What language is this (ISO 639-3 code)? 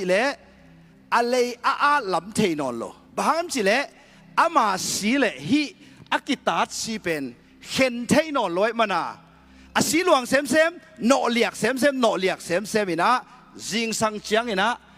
ctd